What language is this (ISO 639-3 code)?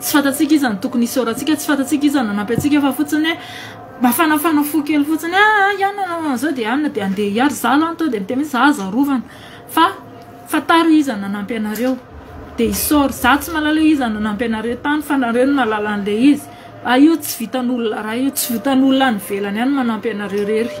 mlg